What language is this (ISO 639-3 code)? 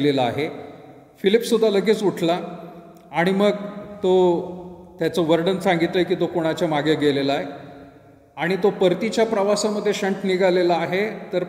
mar